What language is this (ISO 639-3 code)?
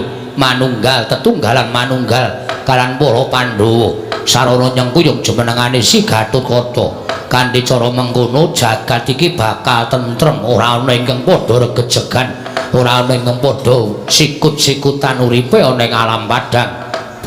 jav